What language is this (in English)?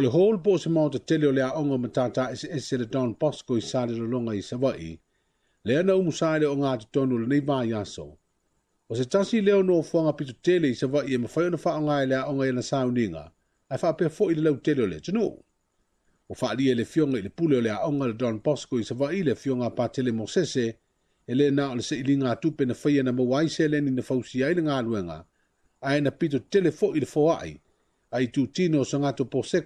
Samoan